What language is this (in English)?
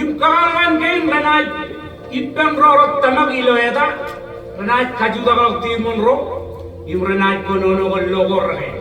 Marshallese